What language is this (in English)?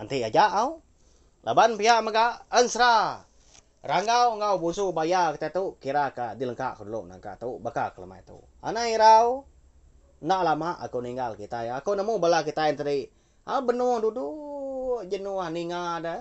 Iban